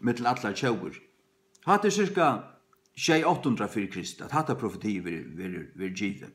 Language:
Faroese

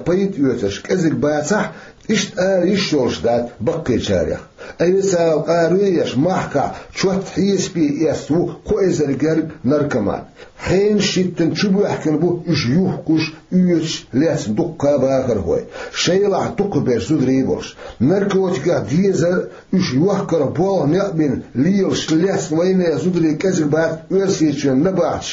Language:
Chechen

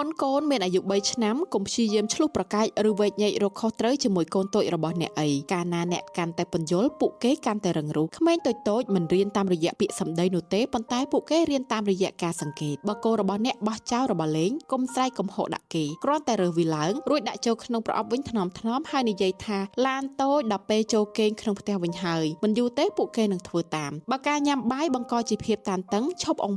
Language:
Khmer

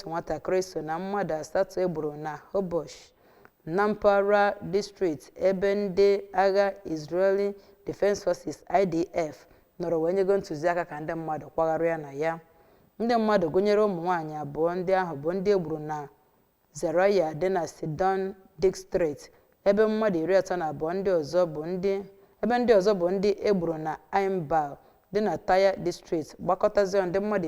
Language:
Igbo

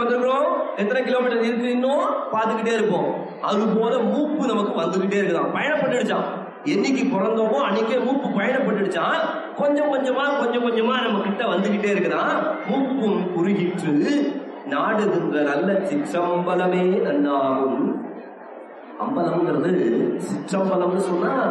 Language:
Tamil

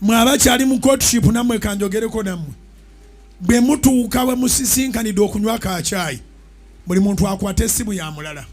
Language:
Ganda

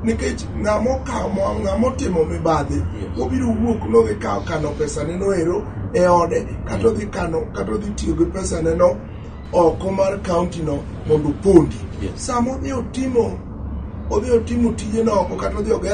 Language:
Luo (Kenya and Tanzania)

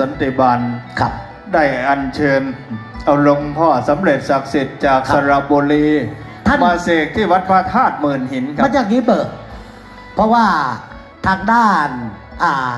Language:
Thai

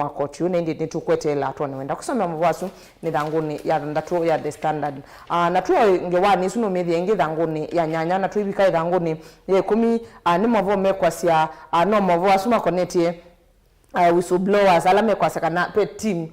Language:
Kamba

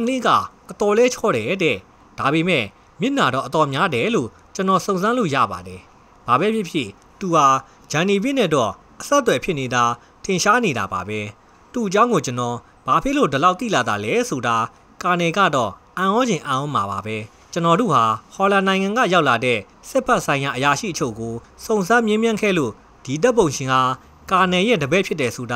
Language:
Burmese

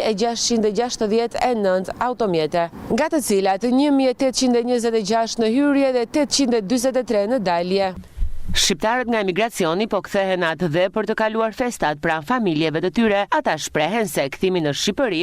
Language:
Albanian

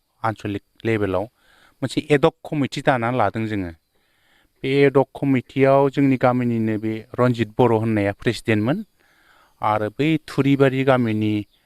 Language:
Bodo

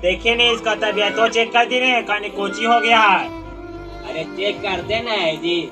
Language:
Magahi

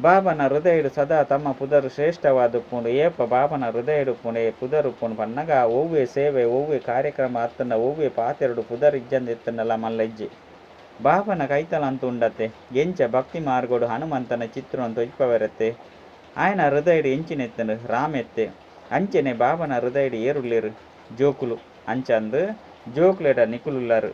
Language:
Tulu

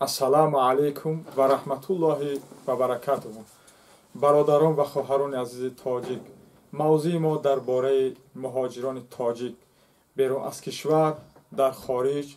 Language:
Tajik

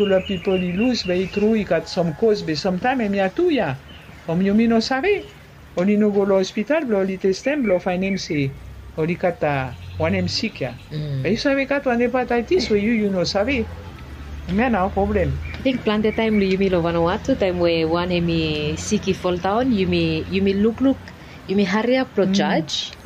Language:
Bislama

